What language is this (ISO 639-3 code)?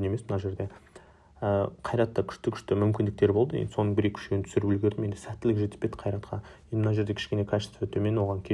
kaz